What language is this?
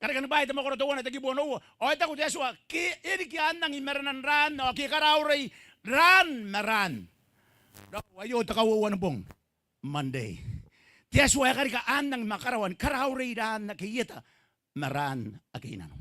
Gilbertese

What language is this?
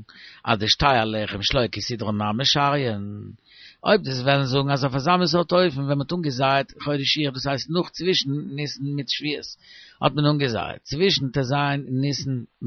Yiddish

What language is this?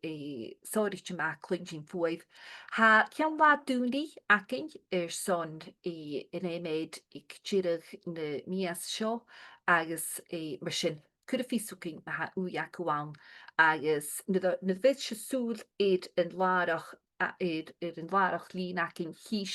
Scottish Gaelic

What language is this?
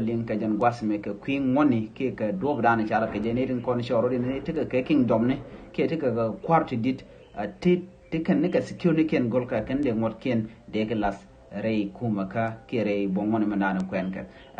Nuer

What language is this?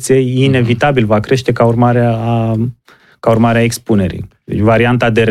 Romanian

